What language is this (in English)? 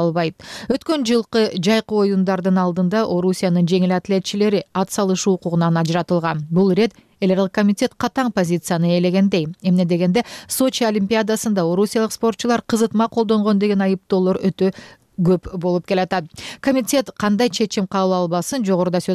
Kyrgyz